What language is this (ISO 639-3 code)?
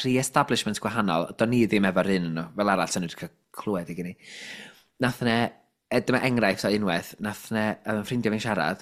cym